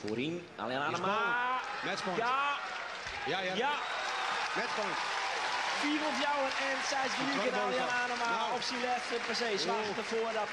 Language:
Western Frisian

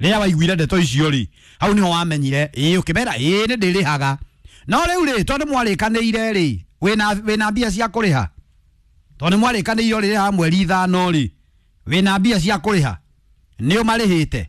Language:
Kikuyu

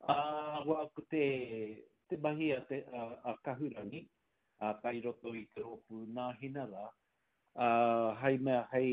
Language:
Māori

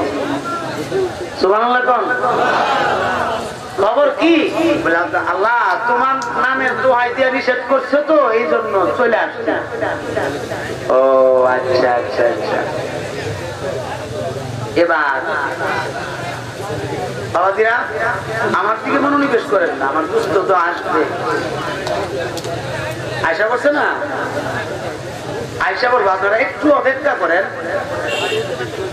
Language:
Bangla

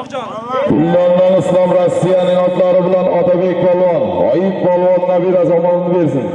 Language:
Uzbek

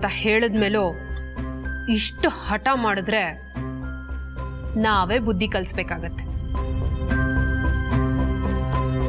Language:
Kannada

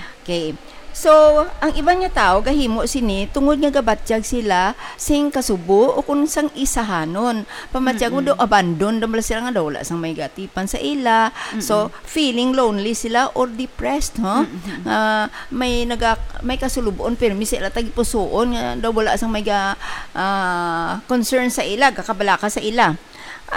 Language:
Hiligaynon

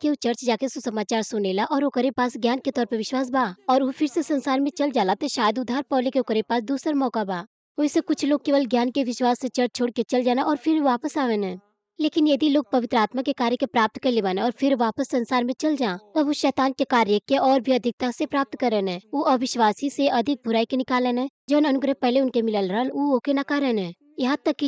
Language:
Bhojpuri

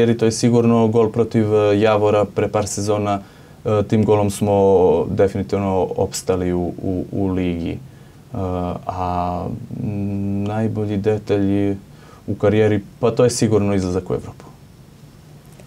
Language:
Serbian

